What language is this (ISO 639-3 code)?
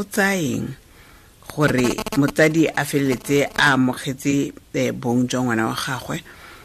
tsn